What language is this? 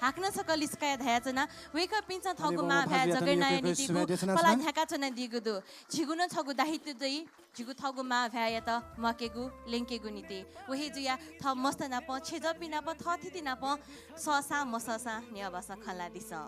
Newari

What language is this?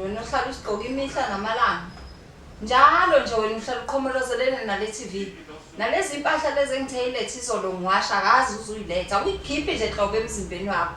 Zulu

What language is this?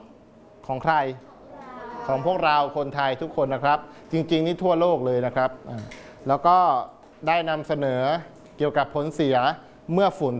Thai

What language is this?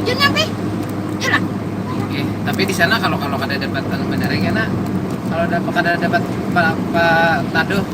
Banjar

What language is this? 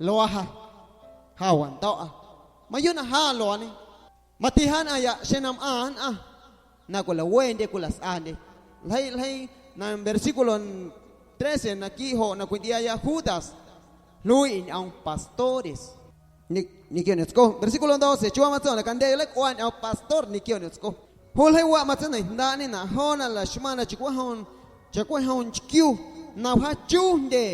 Guerrero Amuzgo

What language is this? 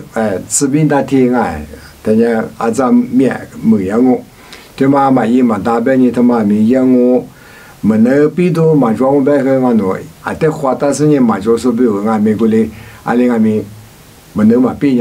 Lisu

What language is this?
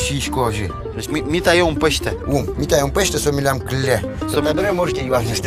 Udmurt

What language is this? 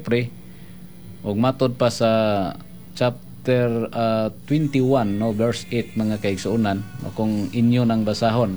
Cebuano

